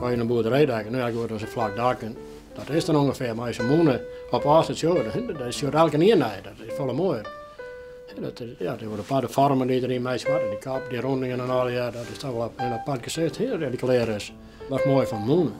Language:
Western Frisian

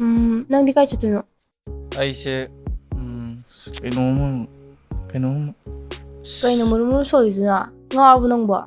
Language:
Manipuri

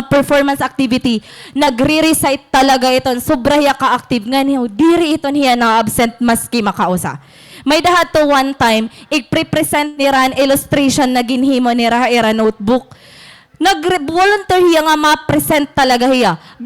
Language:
Waray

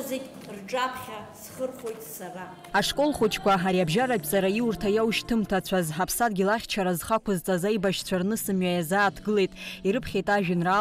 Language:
Abkhazian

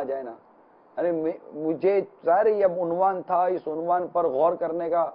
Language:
Urdu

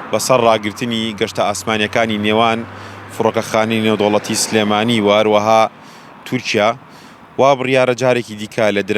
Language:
Central Kurdish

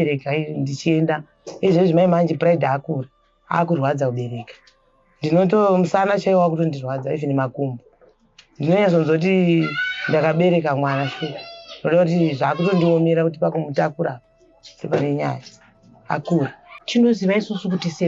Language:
Shona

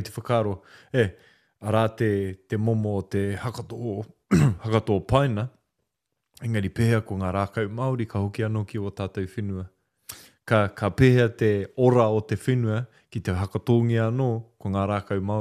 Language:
Māori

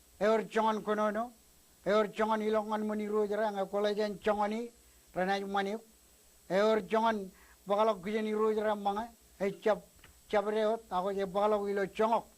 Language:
Marshallese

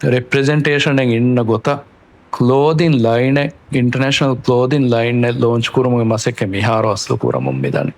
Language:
Divehi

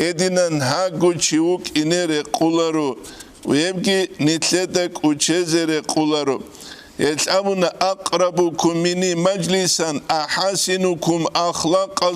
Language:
Avaric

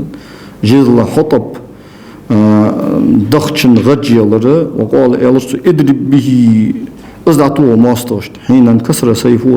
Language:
Ingush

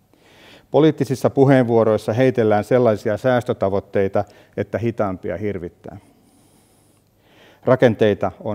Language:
Finnish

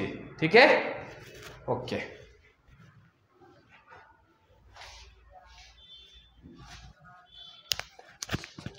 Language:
Marathi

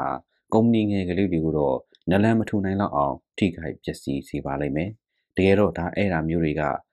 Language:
Burmese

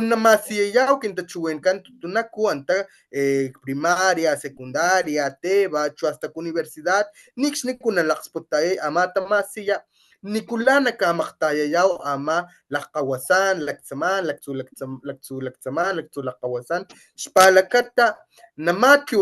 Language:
Papantla Totonac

